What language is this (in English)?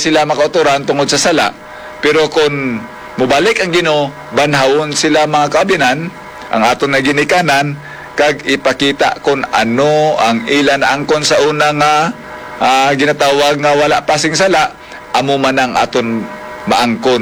Hiligaynon